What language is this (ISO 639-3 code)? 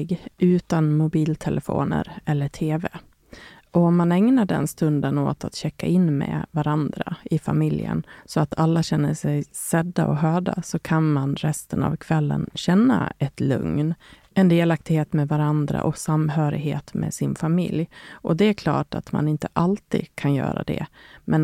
swe